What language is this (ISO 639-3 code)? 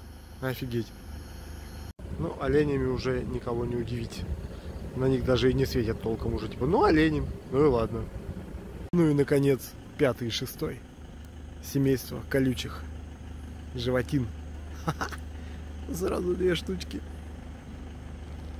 rus